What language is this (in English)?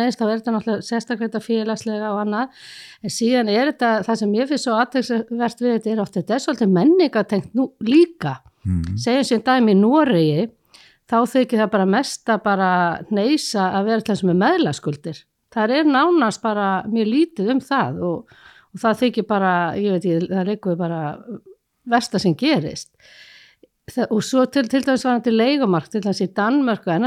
Icelandic